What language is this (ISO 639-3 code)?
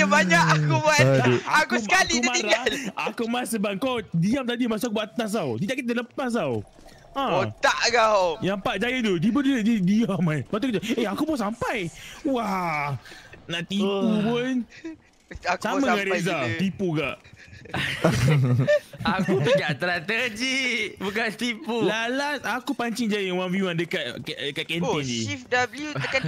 msa